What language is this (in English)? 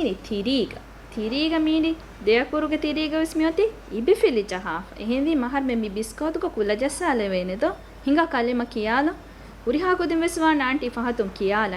Divehi